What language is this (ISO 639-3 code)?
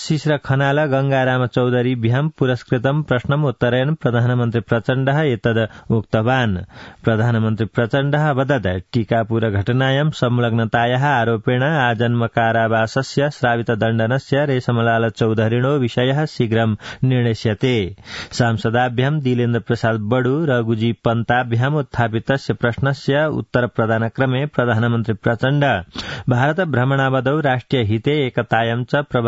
san